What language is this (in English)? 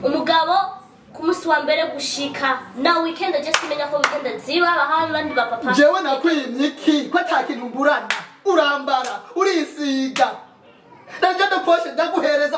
Rundi